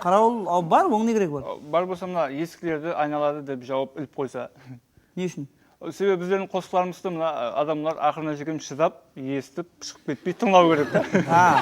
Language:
Kara-Kalpak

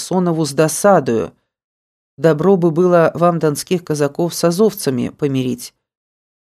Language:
Russian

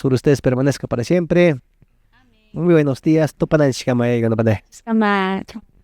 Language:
Quechua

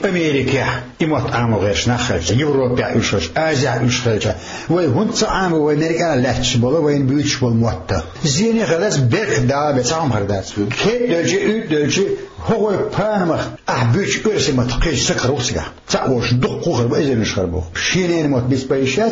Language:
Chechen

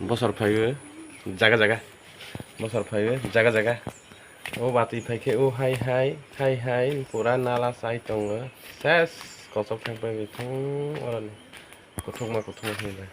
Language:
Kok Borok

